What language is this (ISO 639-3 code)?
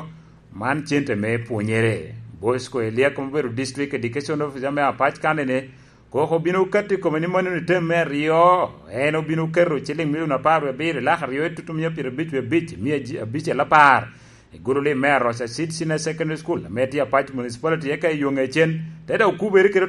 laj